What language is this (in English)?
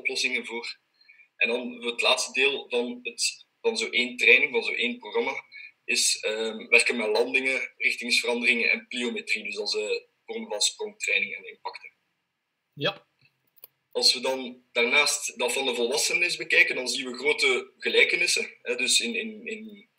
Dutch